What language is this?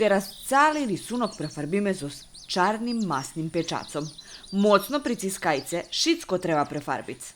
Rusyn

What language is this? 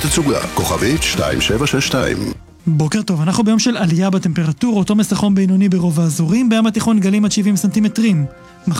Hebrew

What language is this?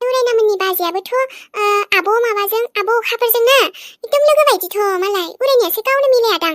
Bodo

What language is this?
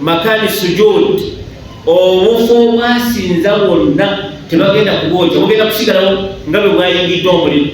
Ganda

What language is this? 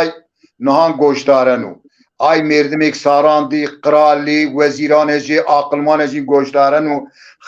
Zaza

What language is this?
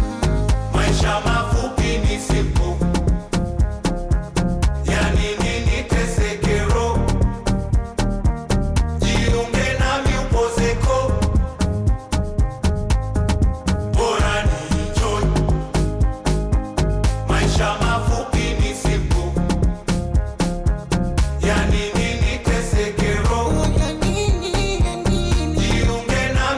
Swahili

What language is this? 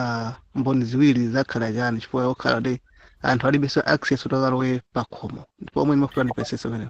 Nyanja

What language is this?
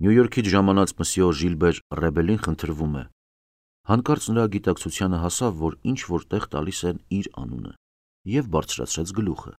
Armenian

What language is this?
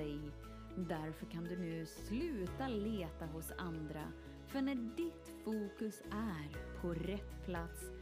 Swedish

